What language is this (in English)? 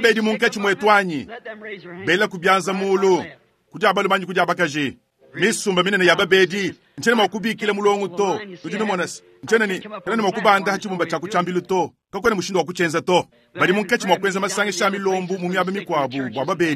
Luba-Lulua